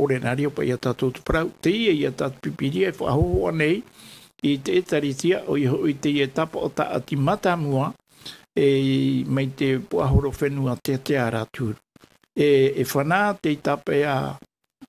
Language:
Tahitian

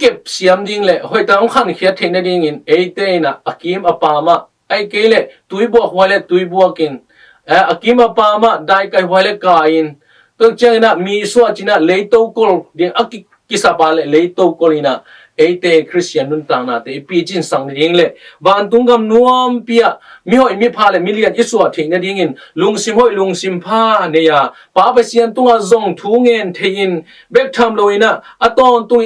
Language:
Tedim Chin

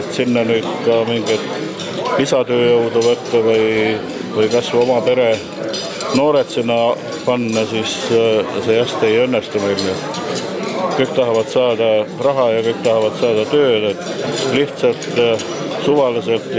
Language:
Estonian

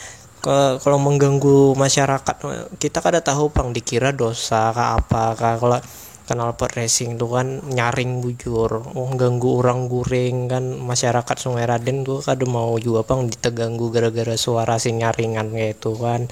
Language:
Banjar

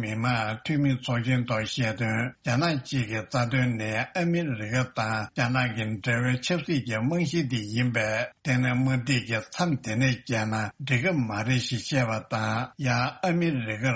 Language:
Tibetan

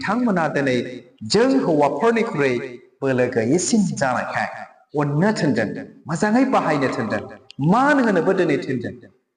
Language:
Bodo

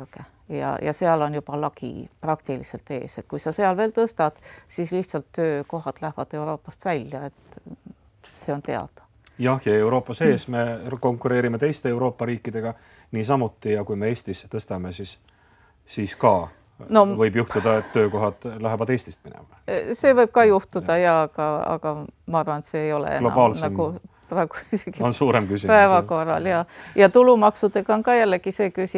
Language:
Estonian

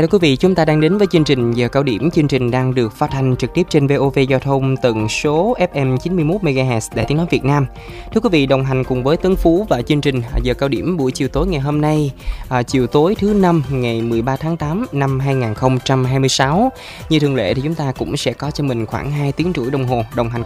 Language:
Vietnamese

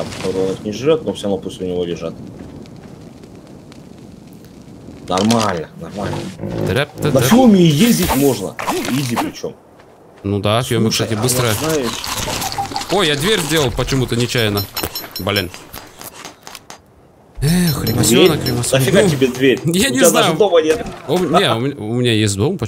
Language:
Russian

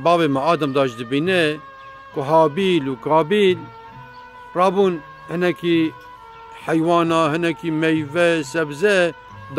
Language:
Kurdish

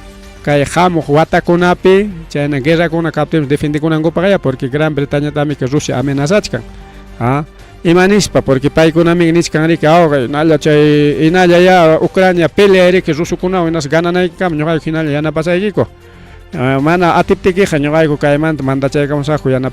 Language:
Ayacucho Quechua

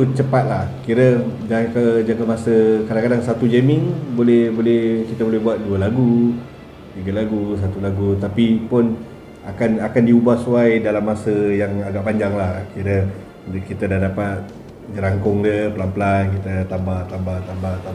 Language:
Malay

